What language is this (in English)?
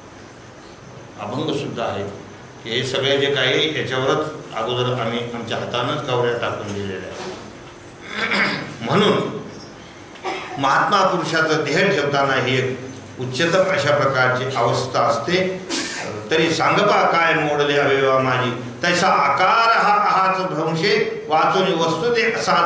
Marathi